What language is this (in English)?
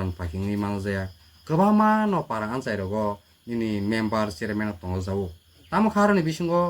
Kok Borok